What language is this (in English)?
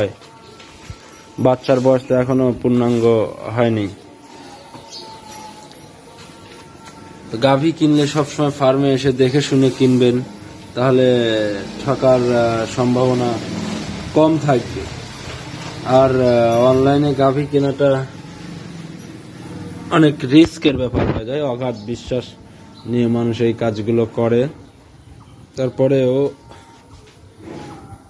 Bangla